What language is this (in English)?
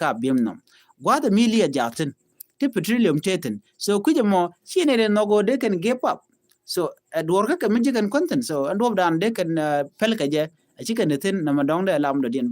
Nuer